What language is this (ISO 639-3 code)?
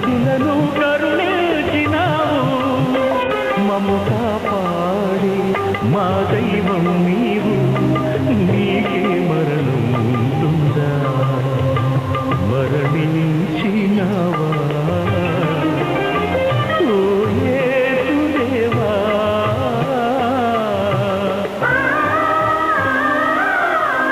tel